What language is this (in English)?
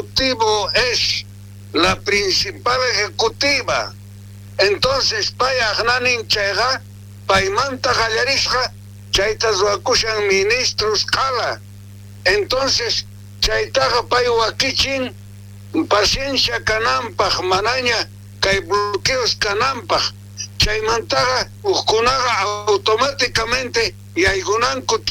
South Bolivian Quechua